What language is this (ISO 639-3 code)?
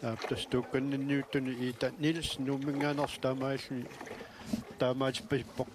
kal